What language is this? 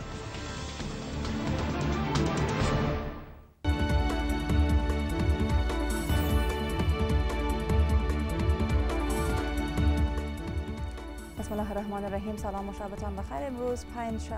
Persian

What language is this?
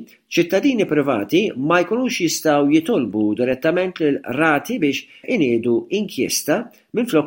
Maltese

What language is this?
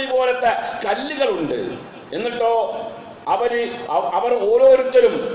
Malayalam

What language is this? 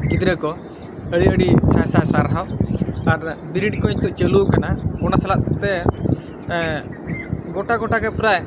Santali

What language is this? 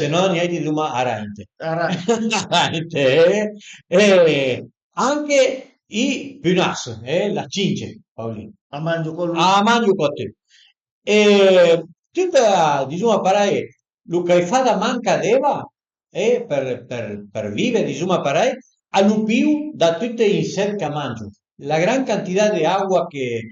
Piedmontese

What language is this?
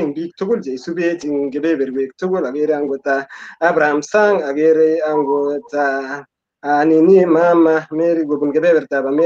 Kalenjin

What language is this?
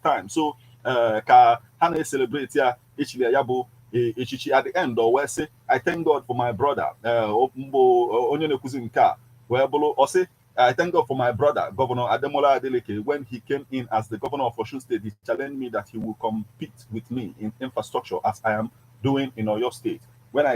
Igbo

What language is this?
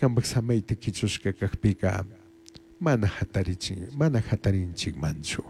Chimborazo Highland Quichua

